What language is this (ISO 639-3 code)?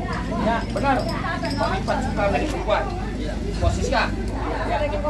bew